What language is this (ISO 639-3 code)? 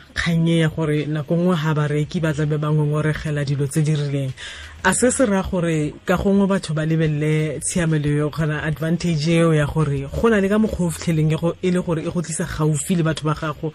tsn